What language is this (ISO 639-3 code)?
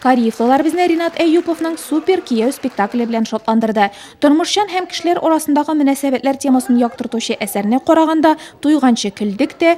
tat